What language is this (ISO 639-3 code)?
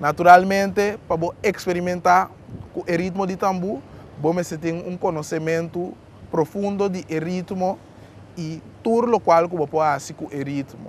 pap